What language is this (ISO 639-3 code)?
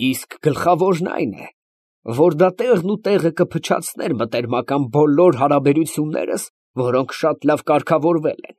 hye